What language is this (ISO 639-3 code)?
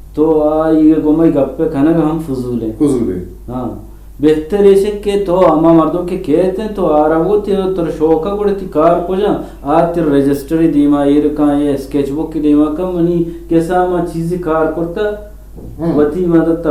bgp